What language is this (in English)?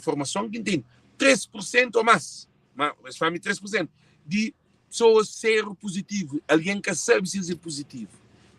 Kabuverdianu